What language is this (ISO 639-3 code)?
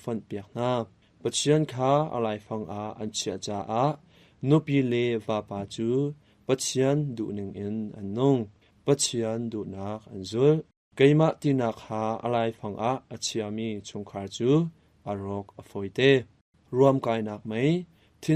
cnh